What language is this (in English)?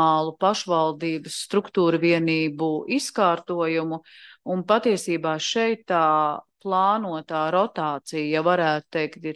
Latvian